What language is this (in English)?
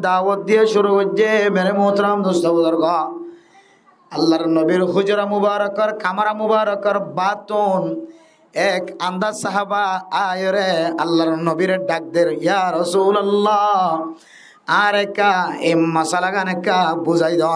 Rohingya